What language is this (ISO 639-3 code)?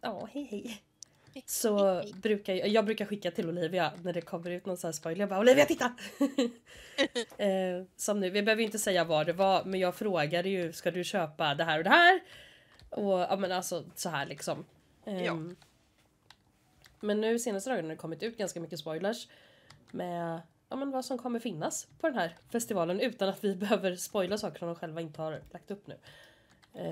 swe